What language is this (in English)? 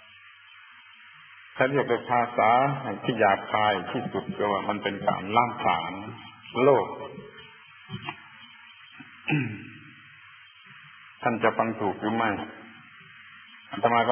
Thai